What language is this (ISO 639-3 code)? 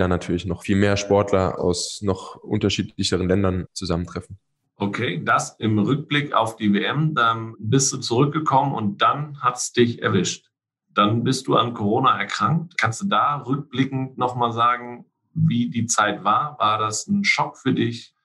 deu